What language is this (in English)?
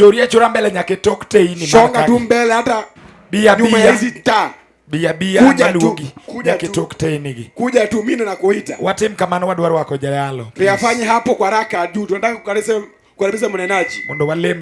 Luo (Kenya and Tanzania)